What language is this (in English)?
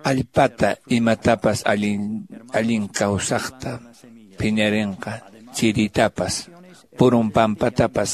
Quechua